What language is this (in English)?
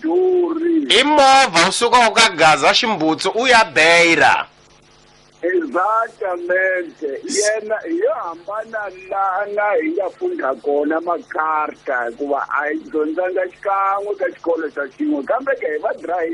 Tsonga